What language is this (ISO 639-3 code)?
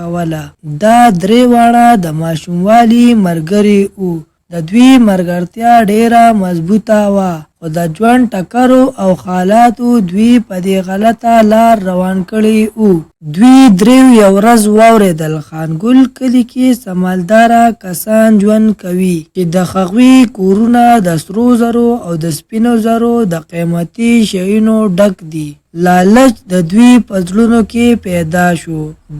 pus